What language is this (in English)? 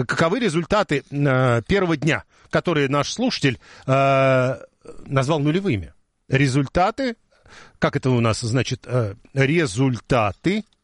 Russian